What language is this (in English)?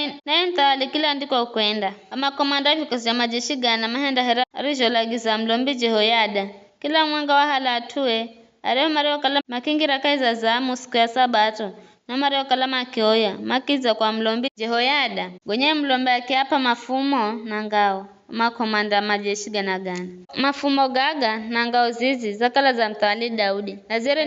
Giryama